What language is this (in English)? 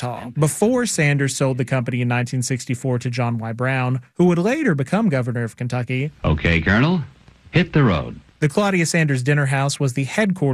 English